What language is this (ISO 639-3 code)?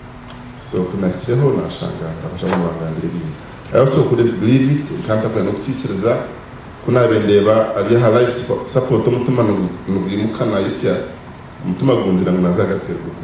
nyn